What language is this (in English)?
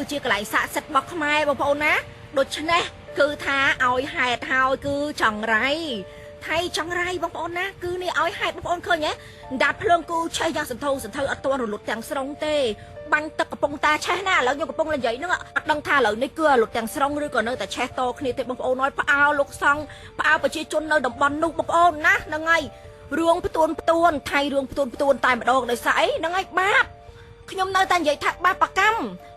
Khmer